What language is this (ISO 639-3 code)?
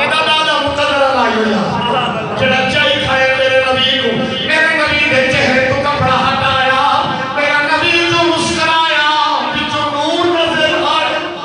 skr